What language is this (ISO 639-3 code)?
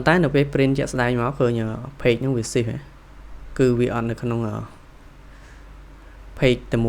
khm